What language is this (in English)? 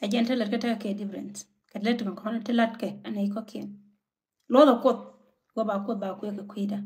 Nuer